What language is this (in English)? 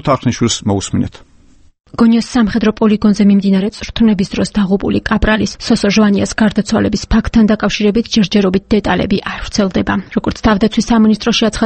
Georgian